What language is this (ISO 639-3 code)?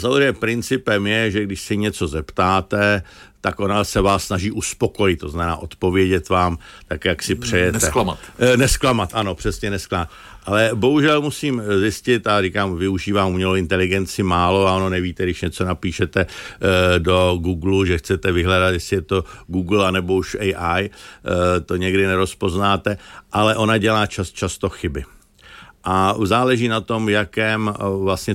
ces